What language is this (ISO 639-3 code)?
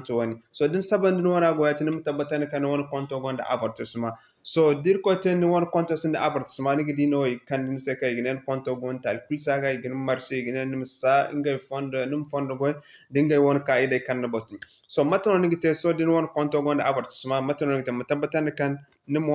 dje